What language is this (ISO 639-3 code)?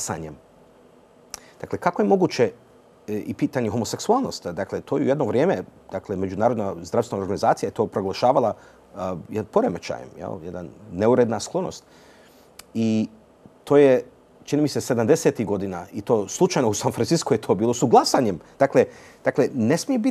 hrv